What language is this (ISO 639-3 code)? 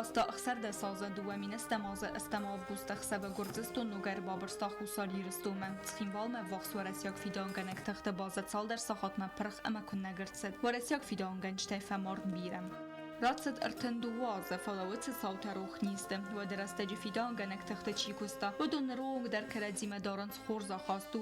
oss